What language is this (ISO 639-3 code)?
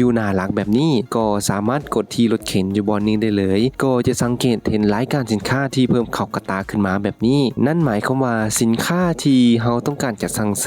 lao